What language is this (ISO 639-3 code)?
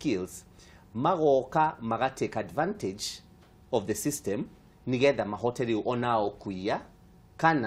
kik